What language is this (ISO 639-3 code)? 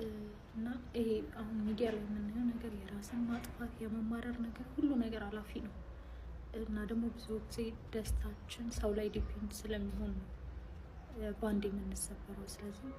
amh